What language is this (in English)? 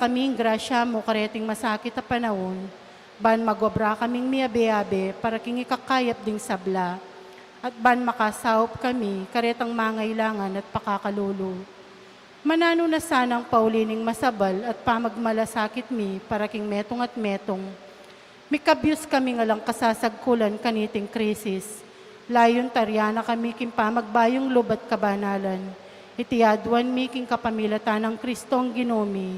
Pampanga